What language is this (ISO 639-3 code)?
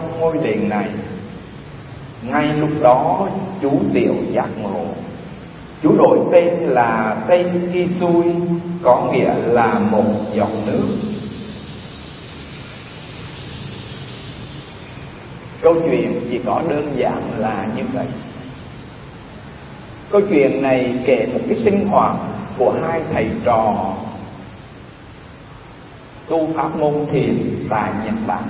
vie